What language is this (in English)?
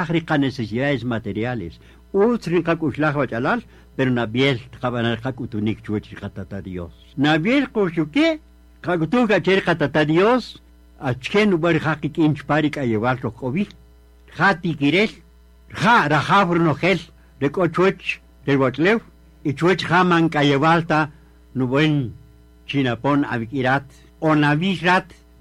Kaqchikel